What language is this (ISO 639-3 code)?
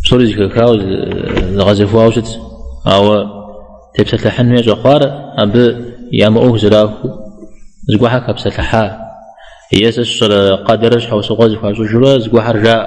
kbd